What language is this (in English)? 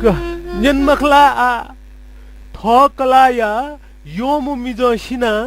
Newari